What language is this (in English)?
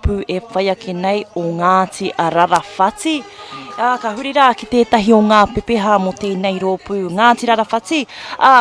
Māori